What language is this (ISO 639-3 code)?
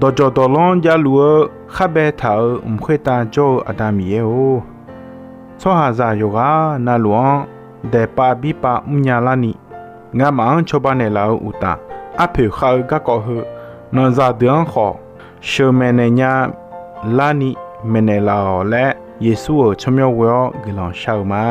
ahk